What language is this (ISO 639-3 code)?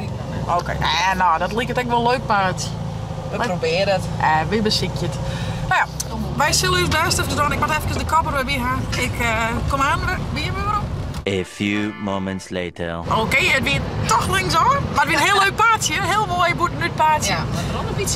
fry